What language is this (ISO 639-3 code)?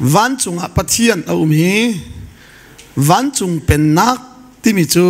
cnh